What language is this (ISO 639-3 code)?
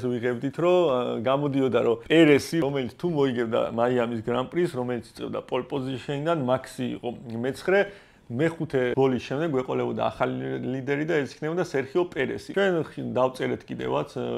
kat